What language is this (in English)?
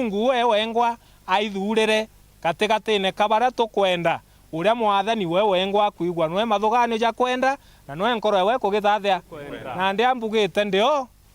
Meru